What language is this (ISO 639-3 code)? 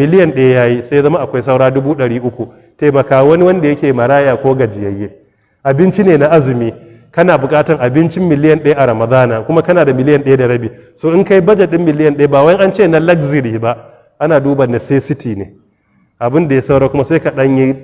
hau